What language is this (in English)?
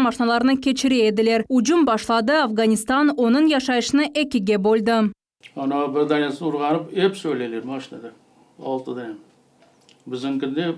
Crimean Tatar